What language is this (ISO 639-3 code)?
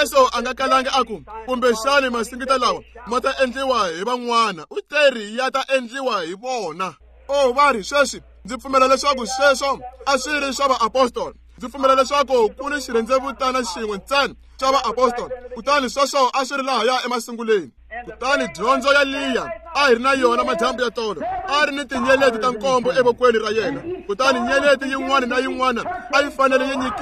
tso